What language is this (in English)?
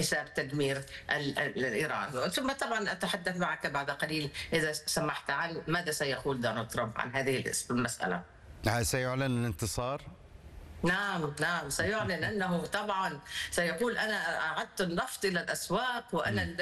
Arabic